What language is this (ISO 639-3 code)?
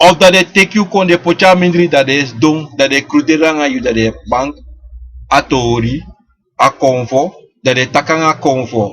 srn